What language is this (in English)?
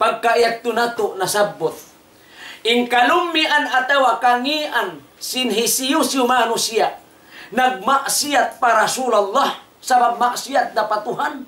Tausug